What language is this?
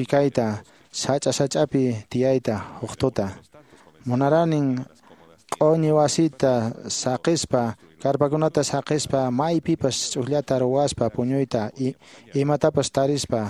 Quechua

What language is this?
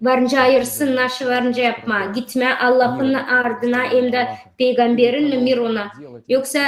Gagauz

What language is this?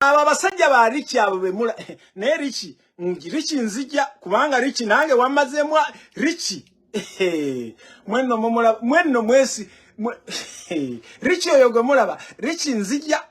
Ganda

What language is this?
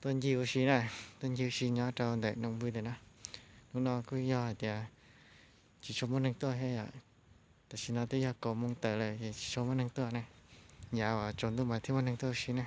Hmong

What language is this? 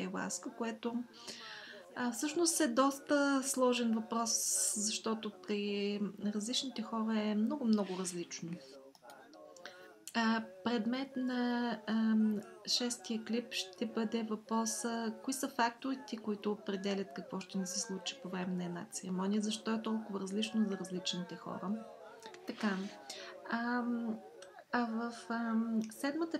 Bulgarian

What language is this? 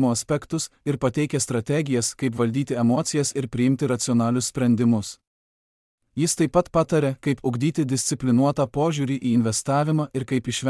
Lithuanian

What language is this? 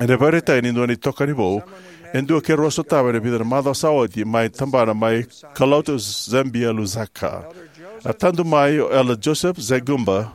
Fijian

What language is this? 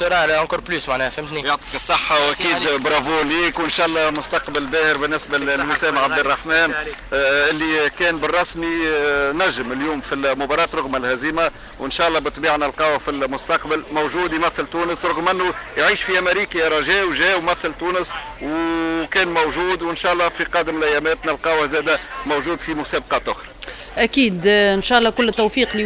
Tunisian Arabic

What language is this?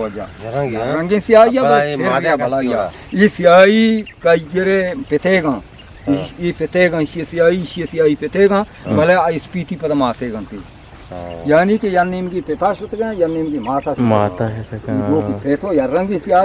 Eastern Balochi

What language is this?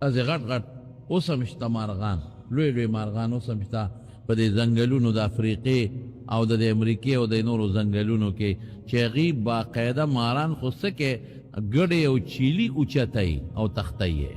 Pashto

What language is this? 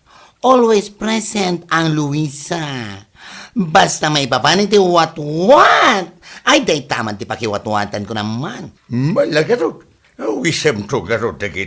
Iloko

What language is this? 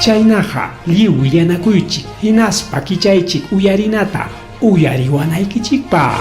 Ayacucho Quechua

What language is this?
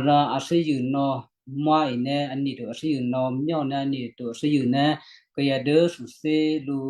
Western Kayah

